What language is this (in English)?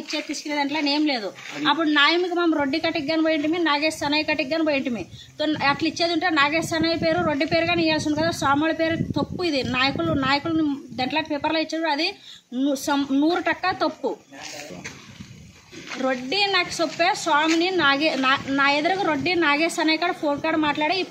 Telugu